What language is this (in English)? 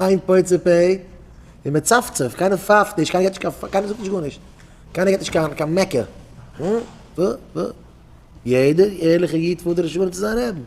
Yiddish